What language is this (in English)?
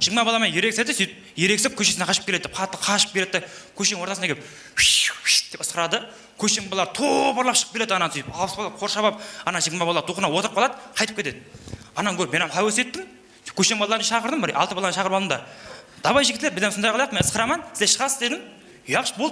Kara-Kalpak